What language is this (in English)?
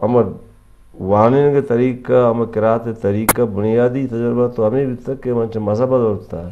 Eastern Balochi